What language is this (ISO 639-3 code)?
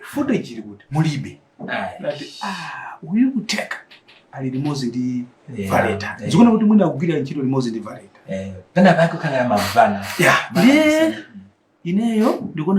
nya